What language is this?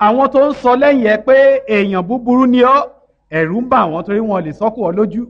Yoruba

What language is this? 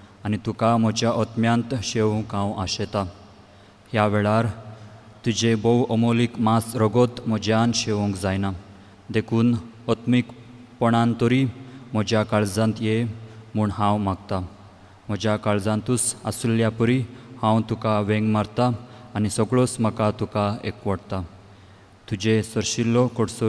Konkani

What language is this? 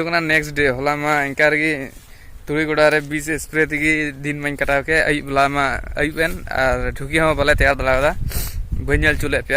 Santali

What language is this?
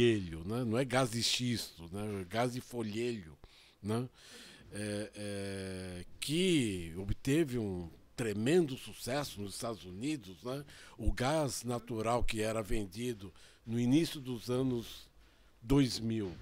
Portuguese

